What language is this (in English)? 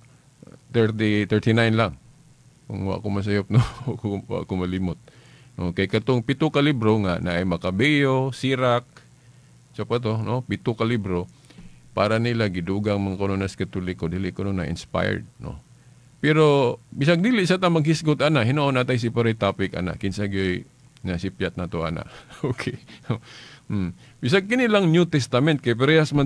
Cebuano